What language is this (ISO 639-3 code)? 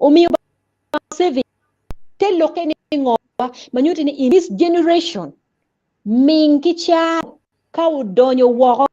ach